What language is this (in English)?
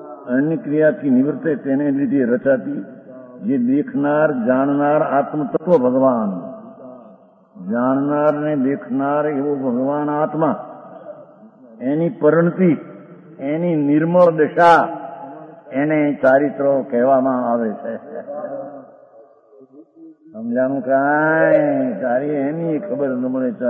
Gujarati